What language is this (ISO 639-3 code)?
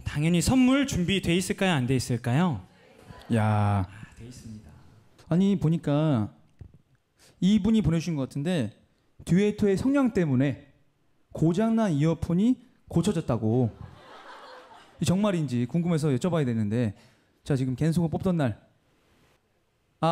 kor